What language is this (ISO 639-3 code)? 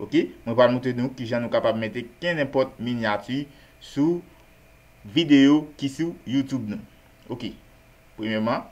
hat